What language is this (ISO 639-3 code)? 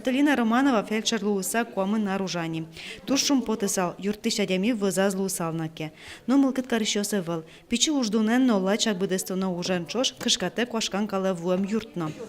udm